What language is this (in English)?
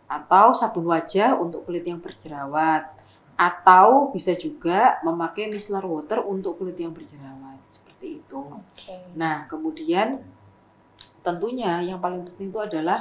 Indonesian